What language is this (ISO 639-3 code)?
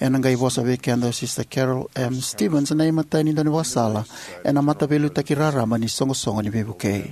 fij